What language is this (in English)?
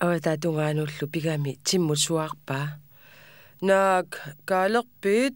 Kalaallisut